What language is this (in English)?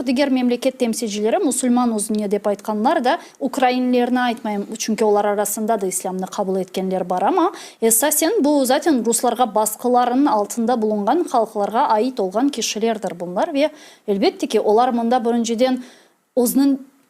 Crimean Tatar